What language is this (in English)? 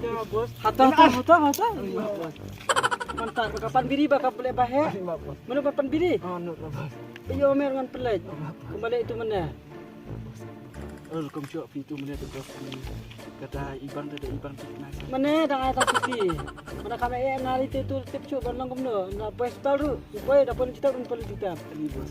Khasi